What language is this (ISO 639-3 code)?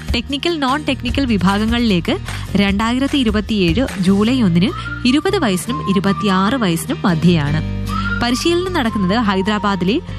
mal